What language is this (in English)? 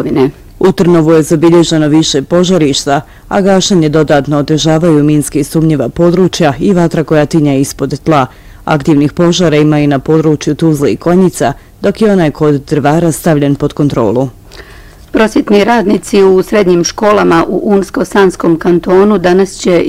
Bosnian